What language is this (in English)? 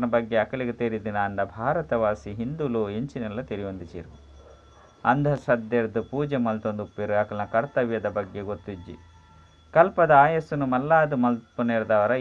Tulu